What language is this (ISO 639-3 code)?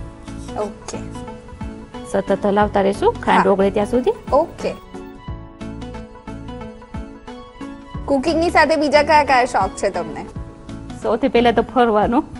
guj